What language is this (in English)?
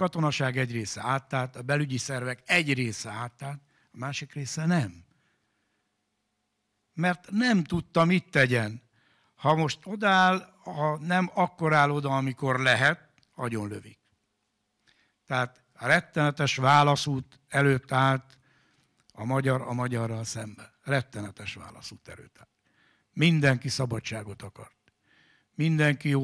Hungarian